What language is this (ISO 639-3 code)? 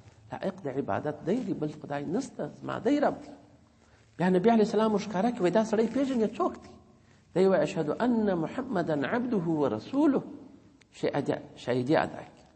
pus